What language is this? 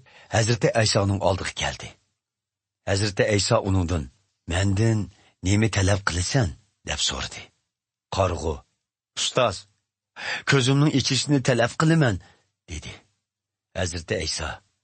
Uyghur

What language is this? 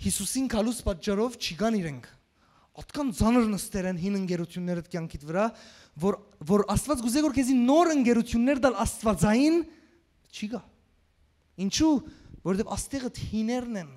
Western Armenian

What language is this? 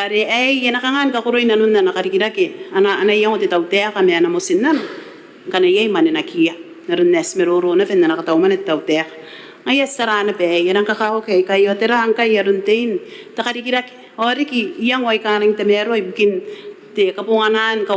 Gilbertese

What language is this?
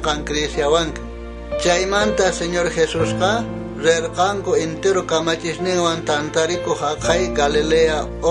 South Bolivian Quechua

